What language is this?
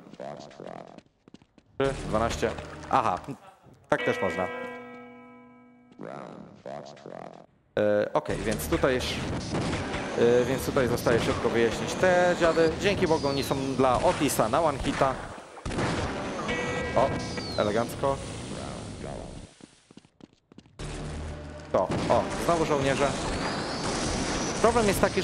Polish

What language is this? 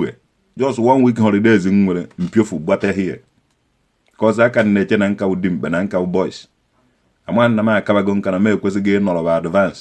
Igbo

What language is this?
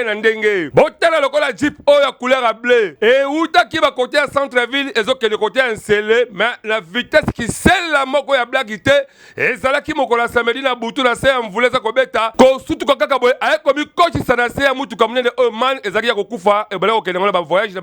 Lingala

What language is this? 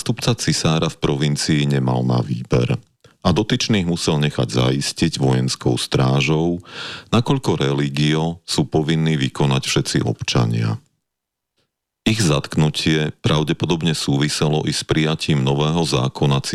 Slovak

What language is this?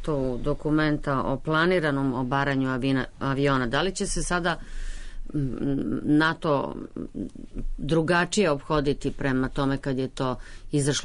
Serbian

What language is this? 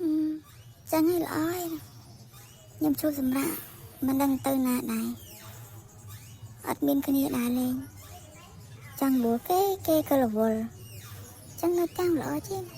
Khmer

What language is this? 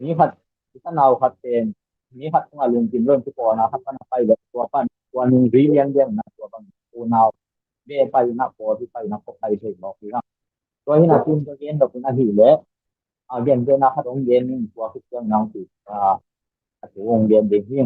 Tedim Chin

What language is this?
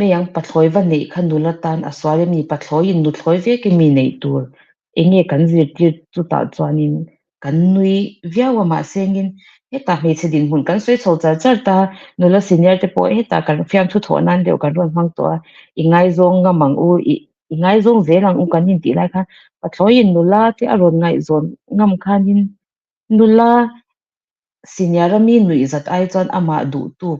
Mizo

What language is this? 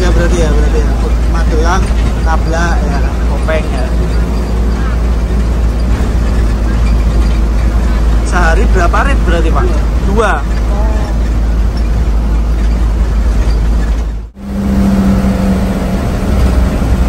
Indonesian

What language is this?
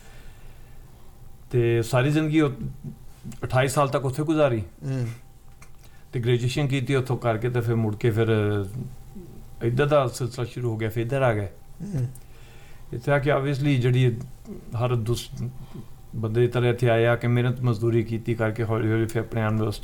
Punjabi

